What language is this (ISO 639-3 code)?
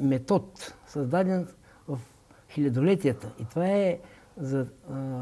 bul